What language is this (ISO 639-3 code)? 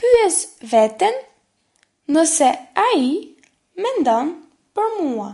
sqi